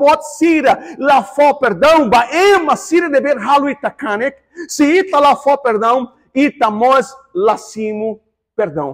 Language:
Tetum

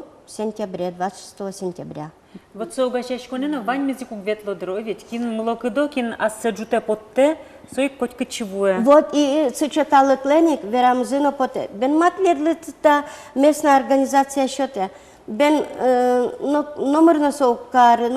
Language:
Udmurt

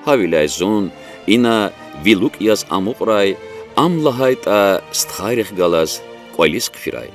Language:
Lezghian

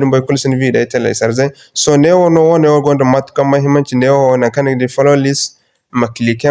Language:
Zarma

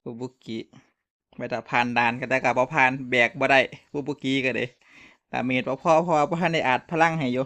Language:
Northeastern Thai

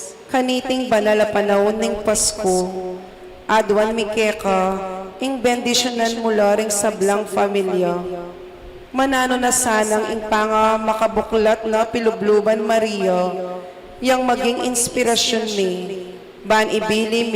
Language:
Pampanga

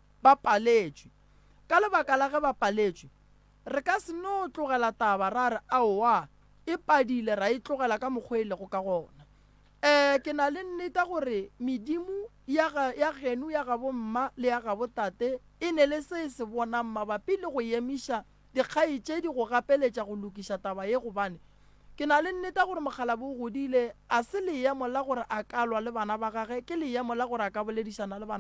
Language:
Northern Sotho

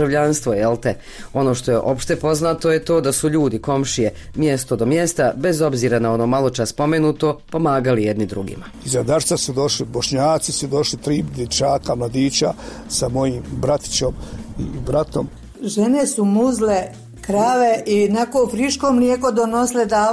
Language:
Bosnian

